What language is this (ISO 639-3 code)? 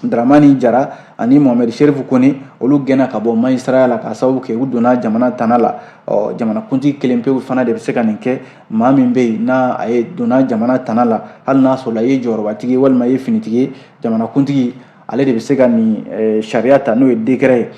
bam